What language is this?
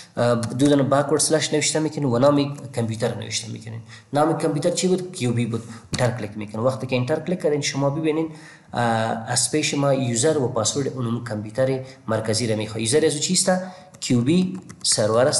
Persian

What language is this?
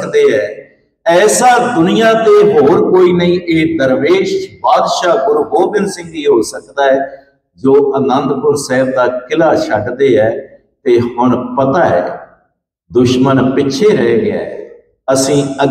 Punjabi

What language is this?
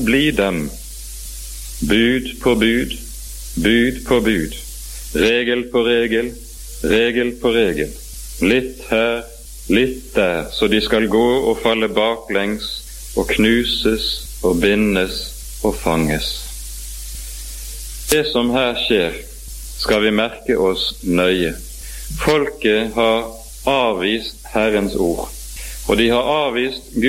Norwegian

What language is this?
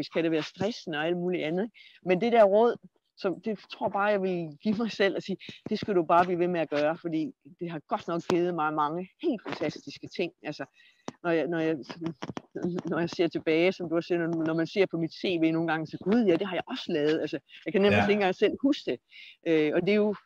Danish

